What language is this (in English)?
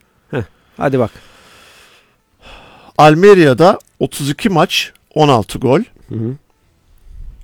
Turkish